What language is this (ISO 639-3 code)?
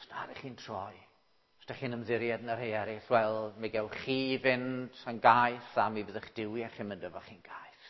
cym